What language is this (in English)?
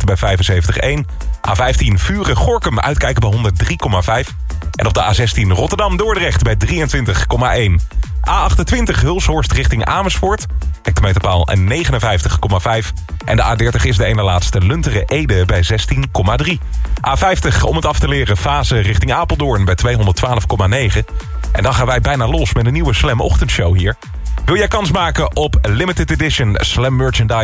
Dutch